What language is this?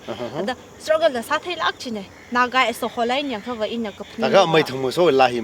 Tangkhul Naga (India)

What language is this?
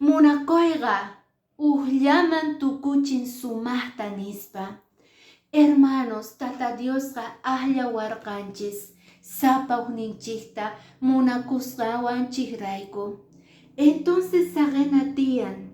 Quechua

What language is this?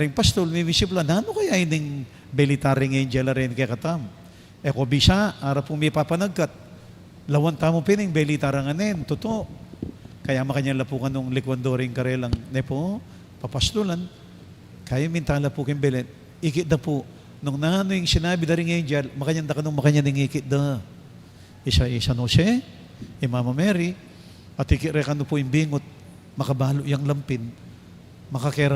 Pampanga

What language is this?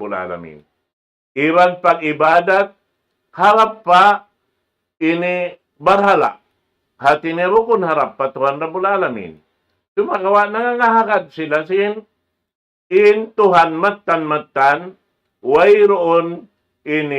Tausug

